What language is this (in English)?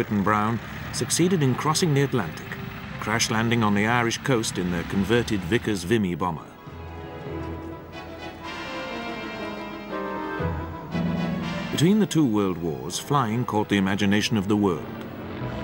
English